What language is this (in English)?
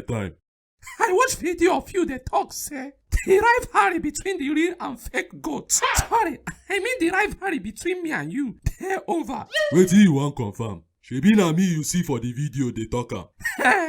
Nigerian Pidgin